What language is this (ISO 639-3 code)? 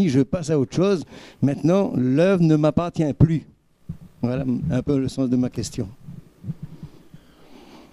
fra